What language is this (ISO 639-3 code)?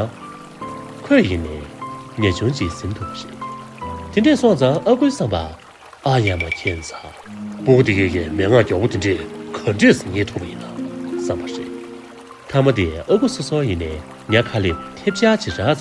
bod